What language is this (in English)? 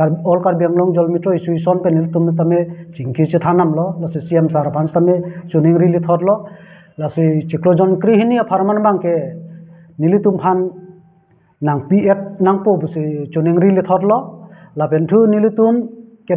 Karbi